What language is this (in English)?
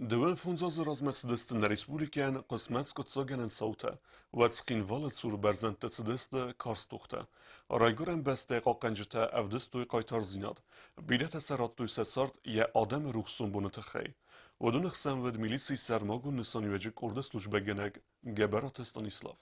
Ossetic